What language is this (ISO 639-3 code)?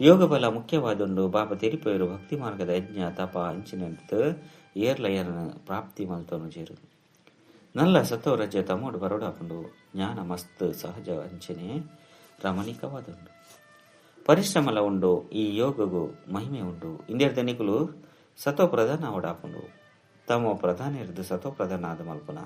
tcy